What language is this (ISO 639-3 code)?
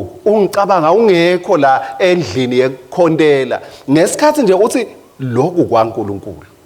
ssw